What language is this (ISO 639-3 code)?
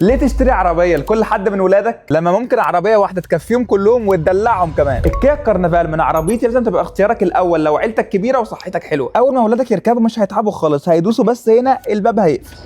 arz